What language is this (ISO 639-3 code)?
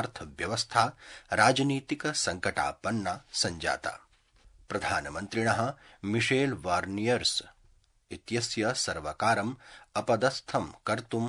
san